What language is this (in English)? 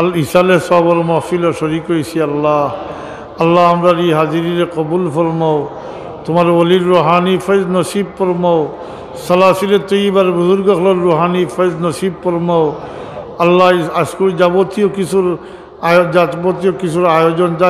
Sylheti